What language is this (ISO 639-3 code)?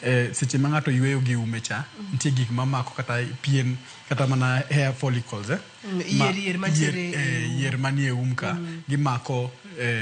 luo